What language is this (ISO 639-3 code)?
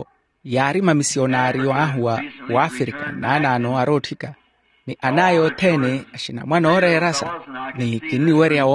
vmw